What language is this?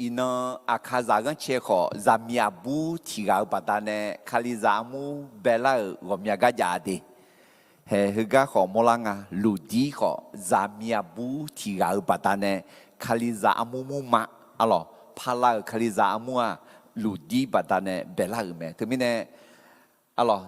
Akha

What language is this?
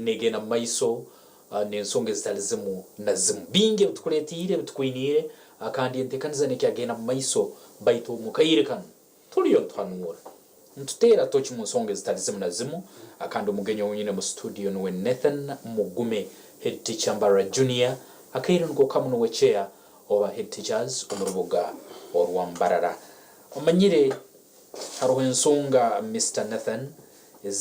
Nyankole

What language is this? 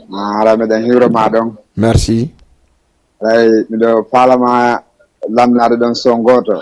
Fula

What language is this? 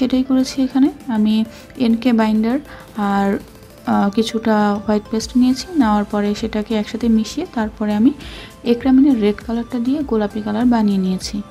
Bangla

